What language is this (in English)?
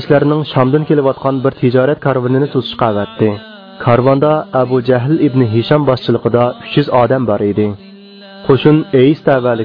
Uyghur